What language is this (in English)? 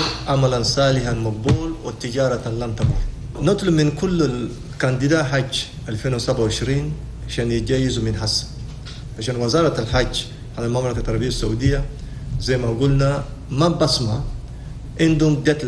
Chadian Arabic